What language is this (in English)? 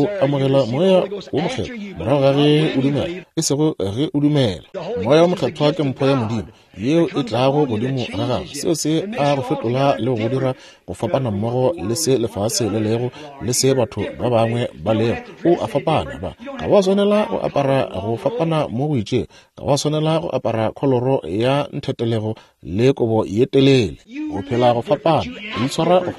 Northern Sotho